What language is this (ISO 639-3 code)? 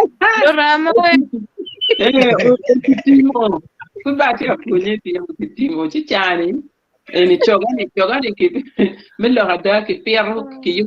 ach